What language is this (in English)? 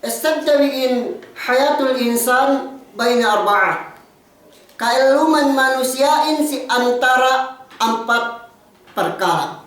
Yakan